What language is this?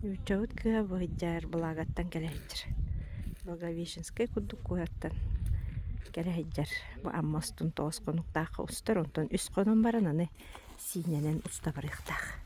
Yakut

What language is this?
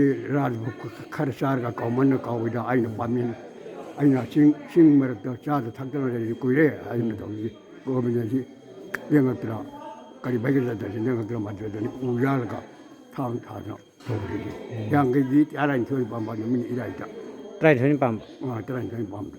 Manipuri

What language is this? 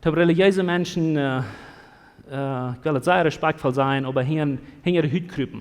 Plautdietsch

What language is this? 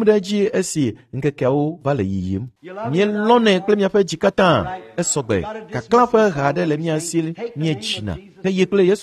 Ewe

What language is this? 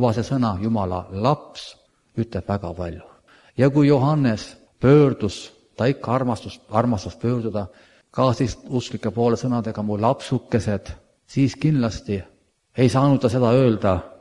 Estonian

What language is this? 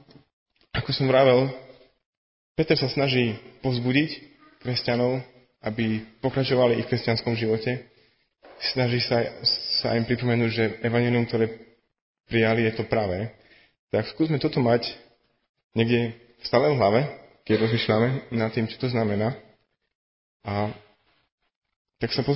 Slovak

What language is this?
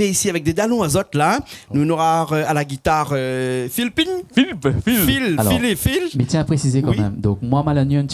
Réunion Creole French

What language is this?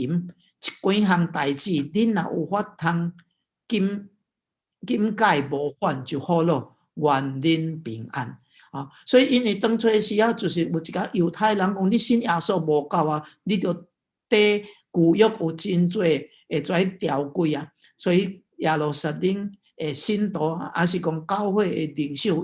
Min Nan Chinese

